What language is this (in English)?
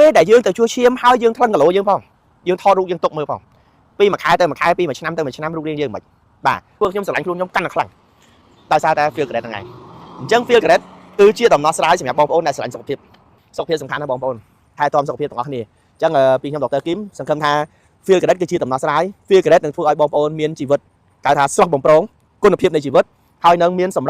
Khmer